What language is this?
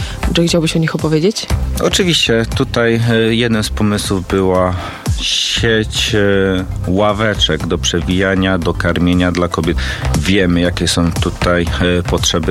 Polish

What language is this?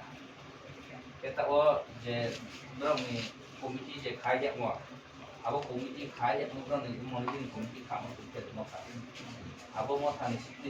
Riang (India)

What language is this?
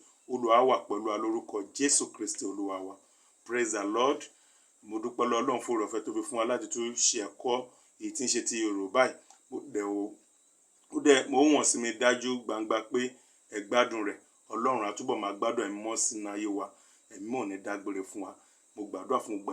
Yoruba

